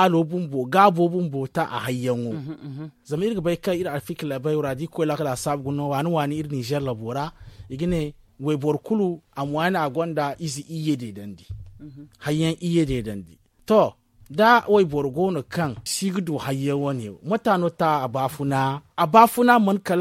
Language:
Zarma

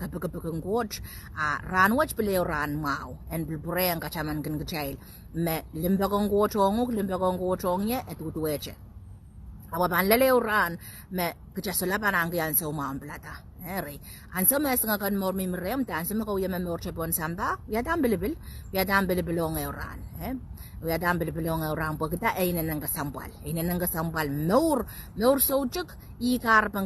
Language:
Pohnpeian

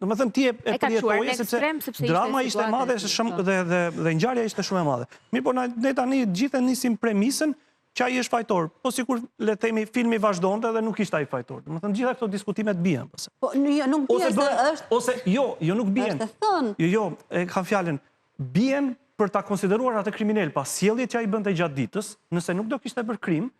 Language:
Albanian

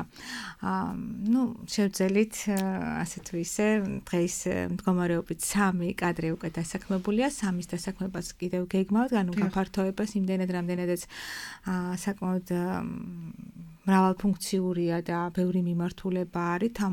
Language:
Georgian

